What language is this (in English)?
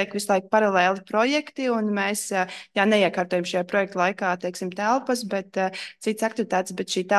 Latvian